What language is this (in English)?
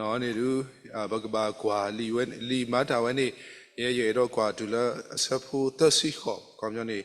S'gaw Karen